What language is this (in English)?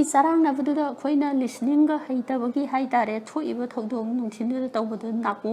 Manipuri